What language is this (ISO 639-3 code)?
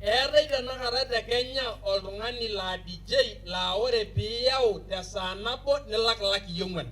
mas